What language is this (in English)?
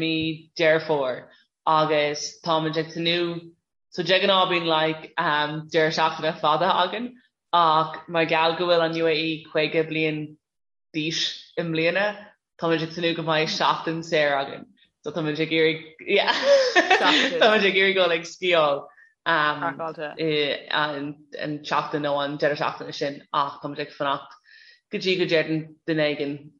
Irish